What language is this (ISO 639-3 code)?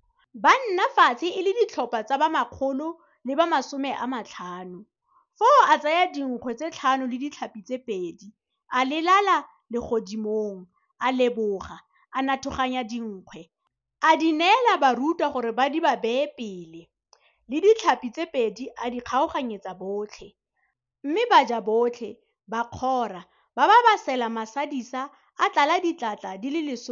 tsn